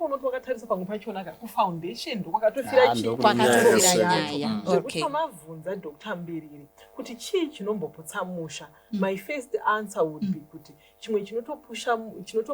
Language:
Shona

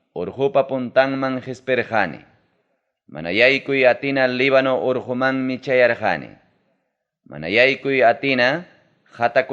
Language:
Ayacucho Quechua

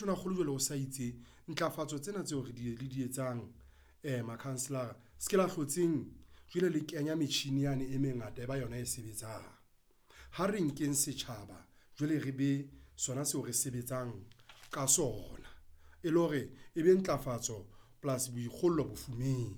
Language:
Southern Sotho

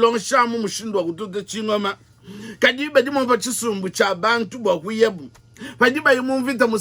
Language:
Luba-Lulua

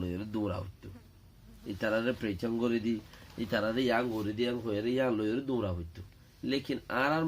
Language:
Rohingya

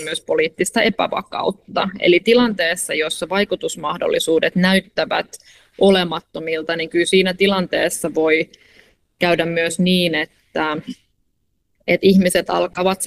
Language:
Finnish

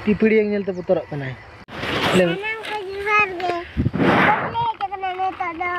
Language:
Santali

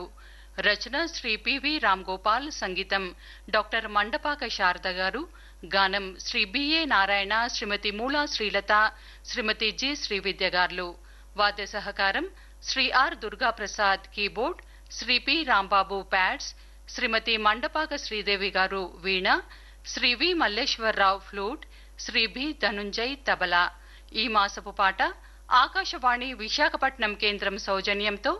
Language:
Telugu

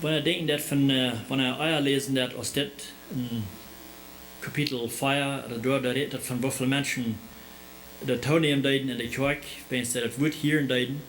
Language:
Plautdietsch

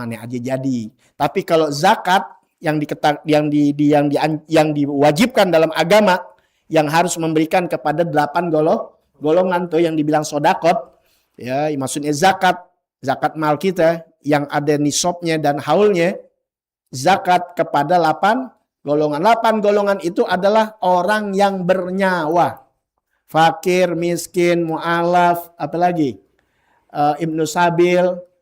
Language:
Betawi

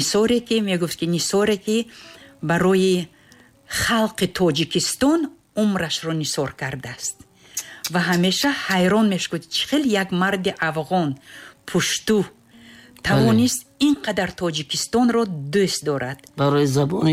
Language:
Tajik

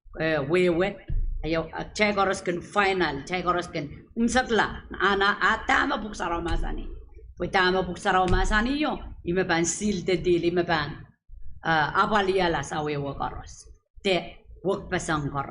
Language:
Pohnpeian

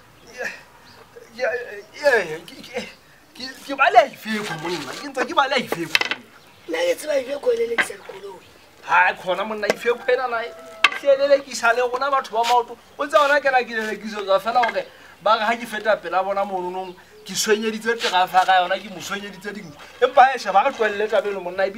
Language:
Southern Sotho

